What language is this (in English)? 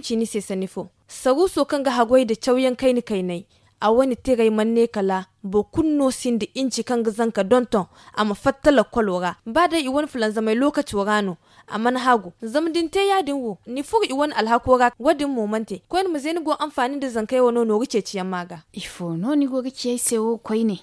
Zarma